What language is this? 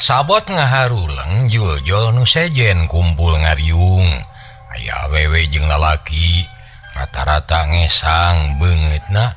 Sundanese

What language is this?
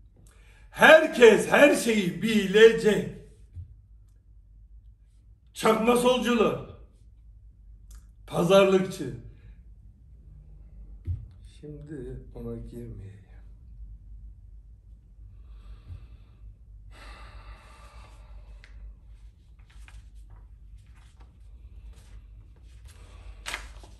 Turkish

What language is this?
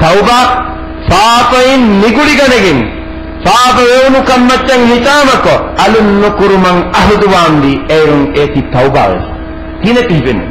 Divehi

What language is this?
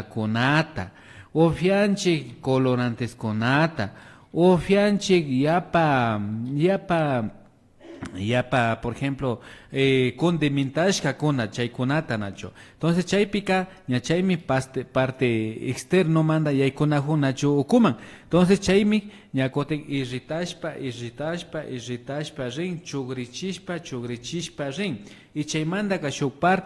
Imbabura Highland Quichua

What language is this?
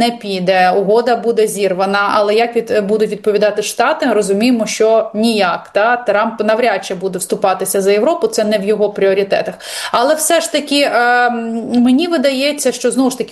Ukrainian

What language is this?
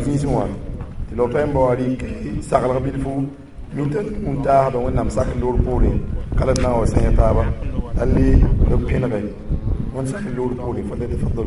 Mossi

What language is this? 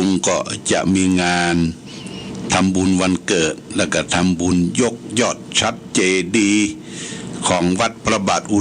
Pali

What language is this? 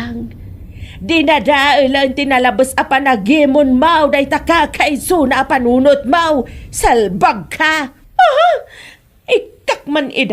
Iloko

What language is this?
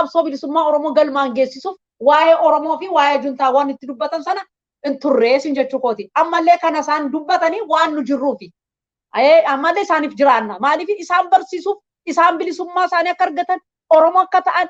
Oromo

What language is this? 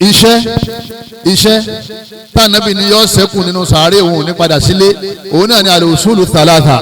Yoruba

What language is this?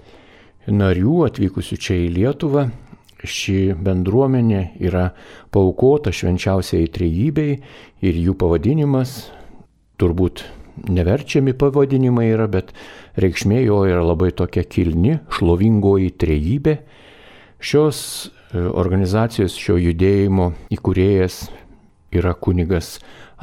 Lithuanian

